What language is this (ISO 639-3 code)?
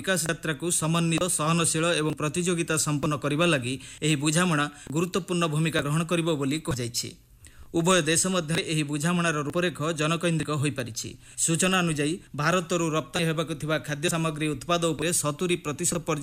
ori